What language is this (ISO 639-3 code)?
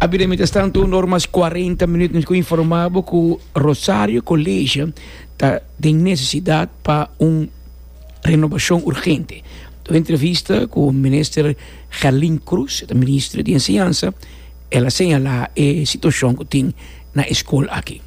pap